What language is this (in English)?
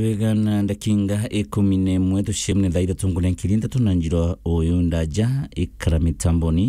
Meru